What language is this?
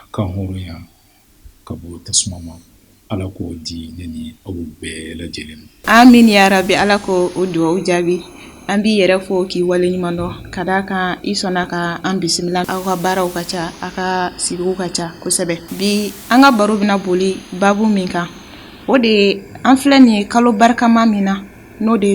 Bambara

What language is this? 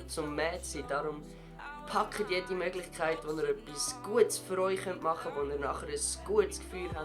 Swiss German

